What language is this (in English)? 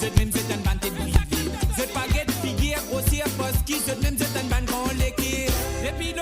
Morisyen